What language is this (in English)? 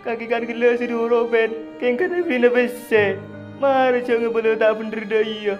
Madurese